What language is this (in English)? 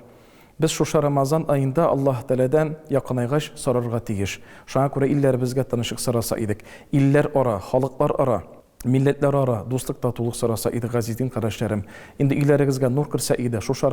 Tatar